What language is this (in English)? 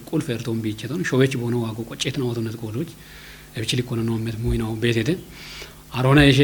Kafa